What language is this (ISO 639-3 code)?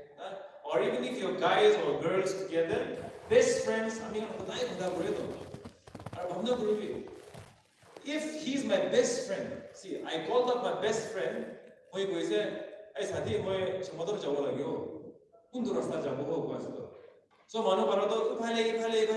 nag